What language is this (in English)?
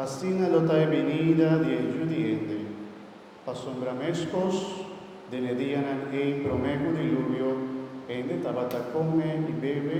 Papiamento